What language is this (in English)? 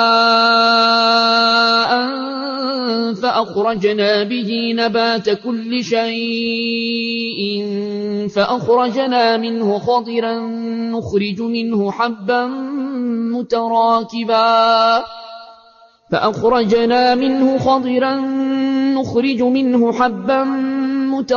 Arabic